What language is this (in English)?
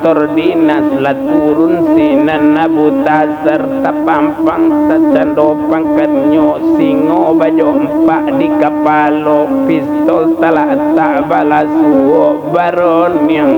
Minangkabau